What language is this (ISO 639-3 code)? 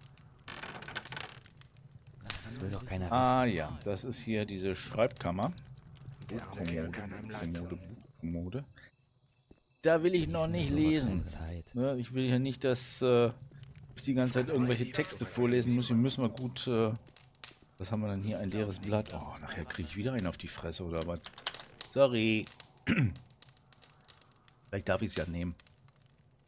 deu